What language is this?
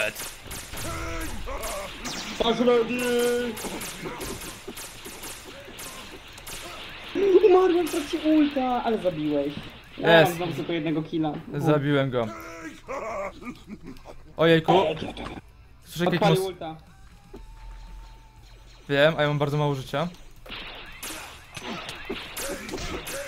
Polish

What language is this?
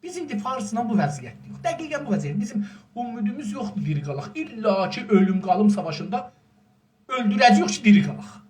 South Azerbaijani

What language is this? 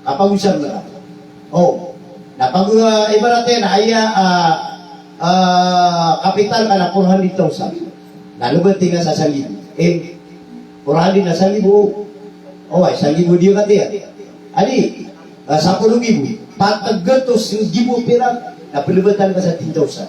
Maranao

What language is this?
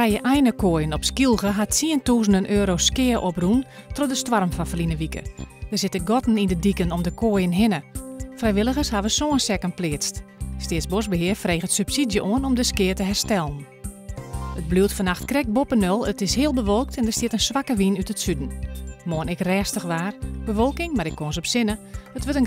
Western Frisian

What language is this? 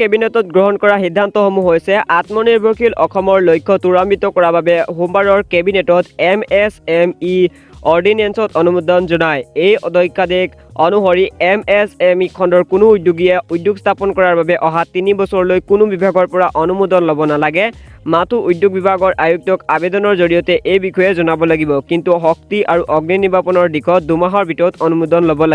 Assamese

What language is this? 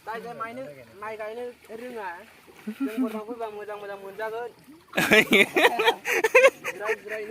Bodo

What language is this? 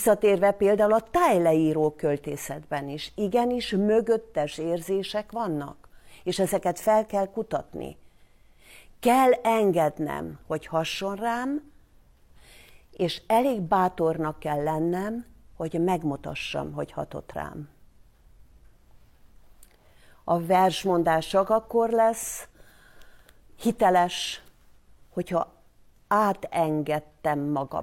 Hungarian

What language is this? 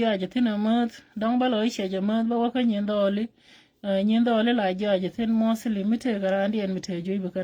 Nuer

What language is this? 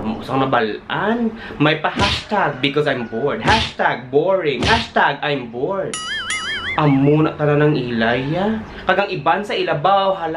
Hiligaynon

